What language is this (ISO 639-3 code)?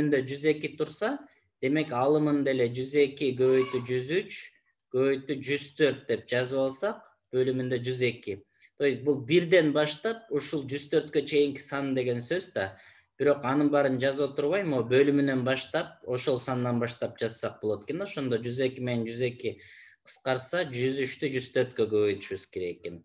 kir